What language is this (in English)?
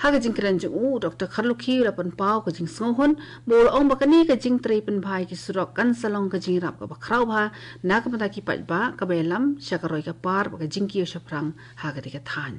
Khasi